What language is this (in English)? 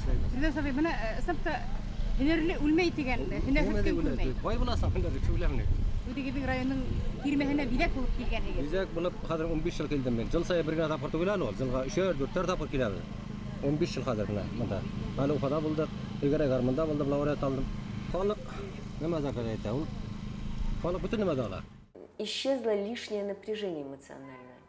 Bashkir